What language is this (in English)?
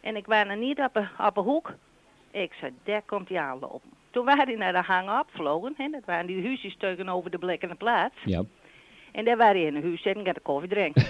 Western Frisian